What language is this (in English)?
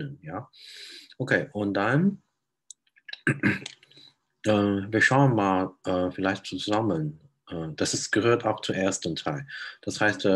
German